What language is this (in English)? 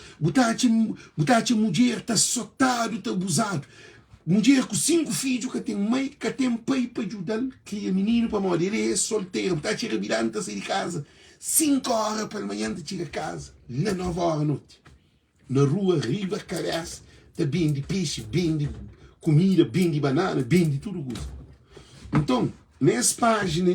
Kabuverdianu